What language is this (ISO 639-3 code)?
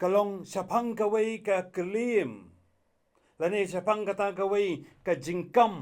kha